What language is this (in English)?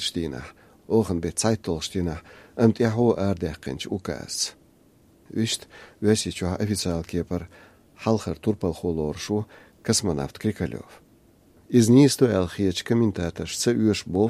Chechen